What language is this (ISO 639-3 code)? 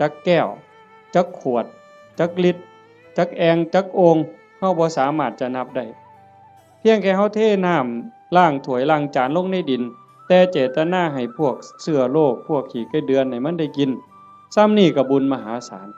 tts